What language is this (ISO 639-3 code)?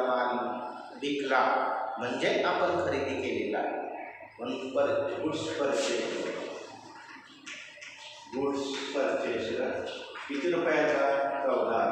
mar